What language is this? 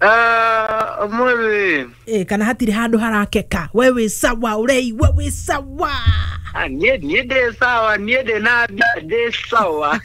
Kikuyu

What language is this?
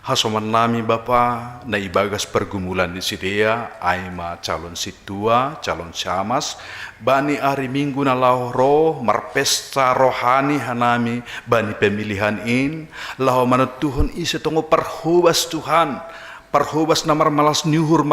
Batak Simalungun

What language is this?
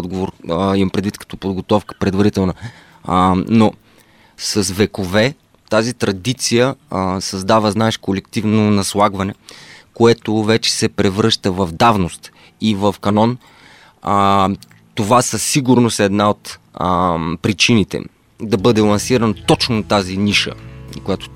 Bulgarian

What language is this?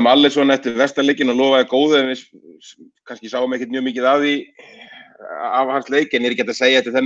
Icelandic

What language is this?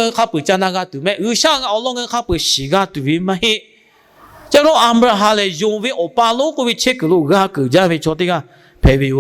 Lahu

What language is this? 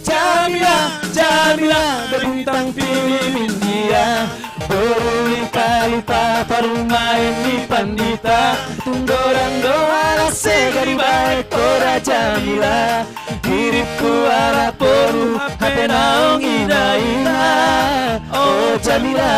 Batak Simalungun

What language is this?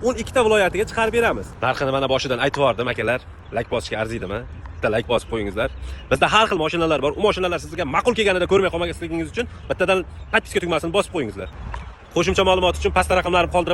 Uzbek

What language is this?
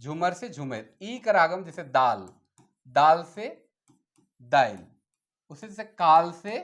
Sadri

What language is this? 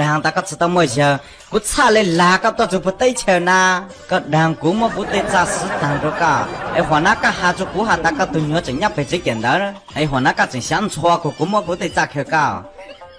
Hmong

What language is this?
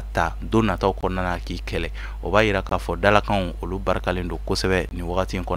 Bambara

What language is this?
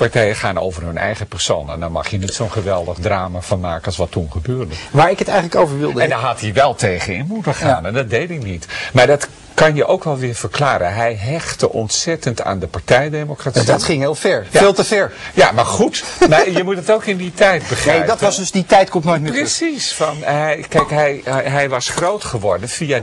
Dutch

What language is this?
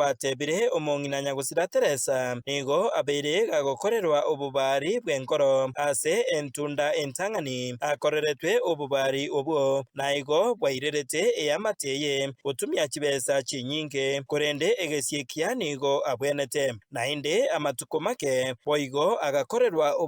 Gusii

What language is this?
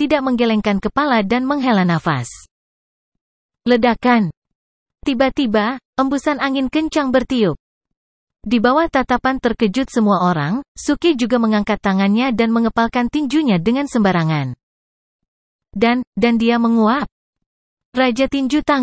Indonesian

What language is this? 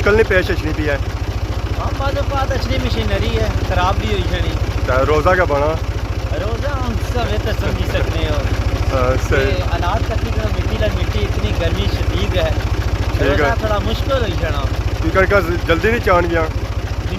Pahari-Potwari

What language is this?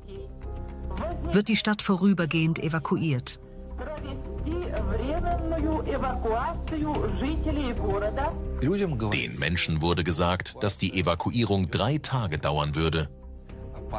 German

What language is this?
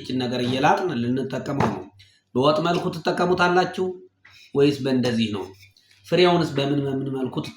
Amharic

